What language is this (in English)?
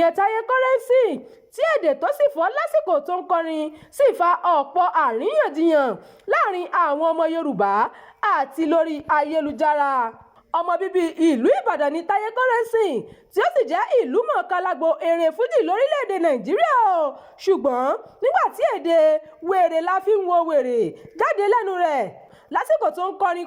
Yoruba